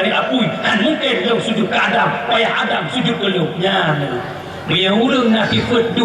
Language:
Achinese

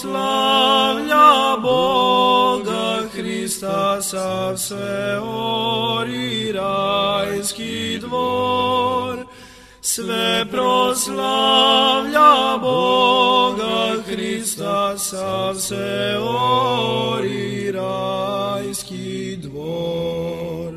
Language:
Serbian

